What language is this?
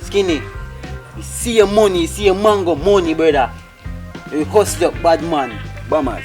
Jamaican Creole English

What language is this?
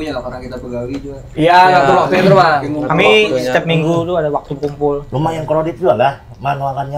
Banjar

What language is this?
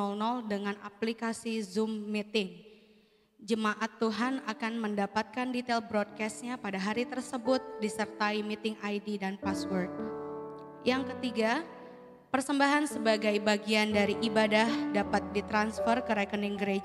Indonesian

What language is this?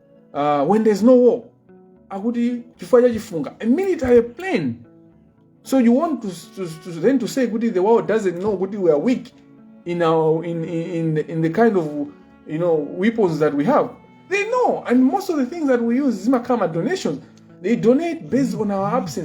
Nyanja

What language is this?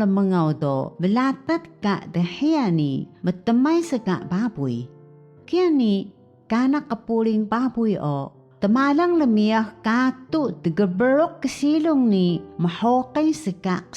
Taroko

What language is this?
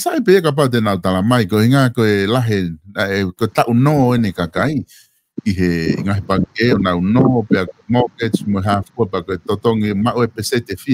Tongan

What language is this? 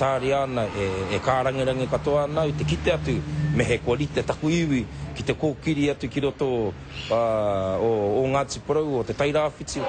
Māori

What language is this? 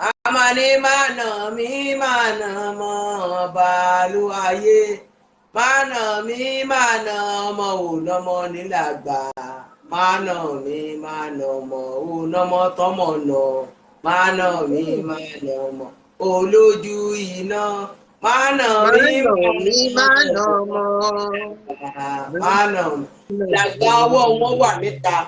Yoruba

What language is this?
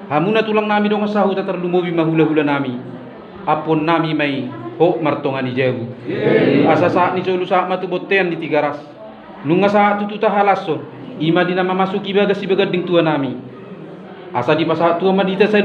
Batak Toba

